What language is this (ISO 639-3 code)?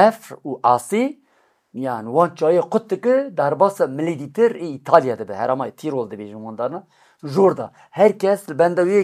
kur